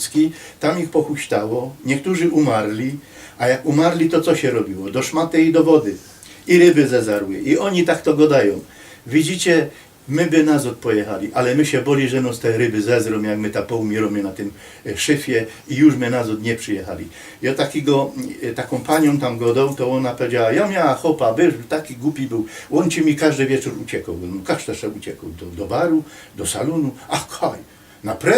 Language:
Silesian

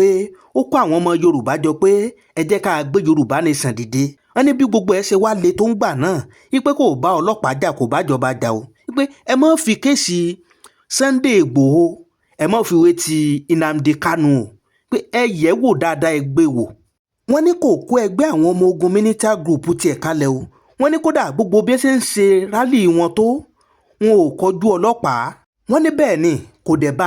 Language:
Yoruba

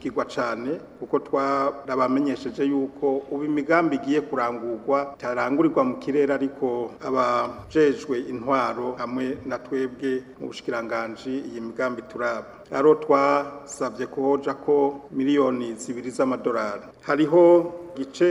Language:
Rundi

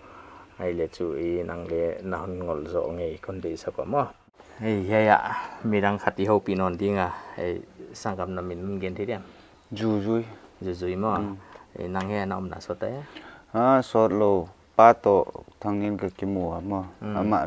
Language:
Paite Chin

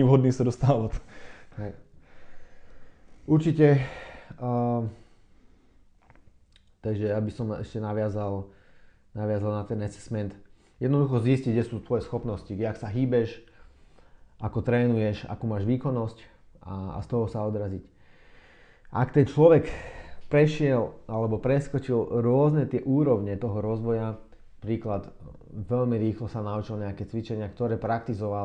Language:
Slovak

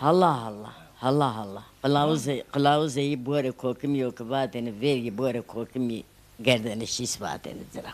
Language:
Zaza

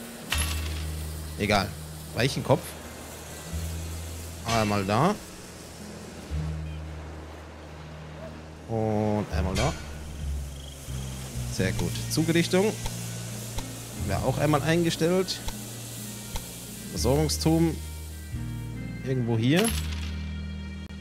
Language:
German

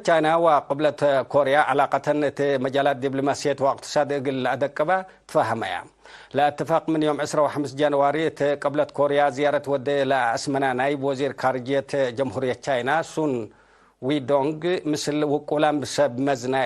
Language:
Tigre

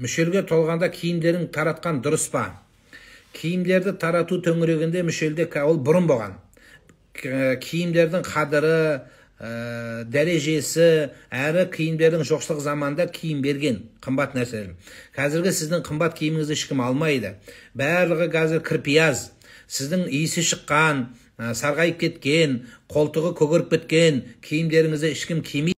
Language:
Kazakh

